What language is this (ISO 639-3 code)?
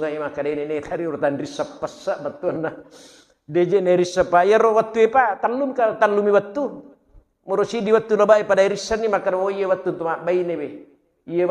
bug